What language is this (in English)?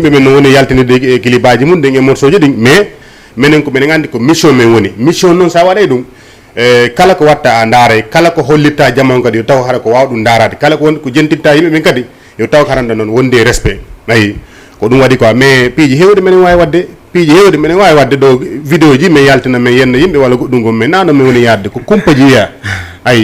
Fula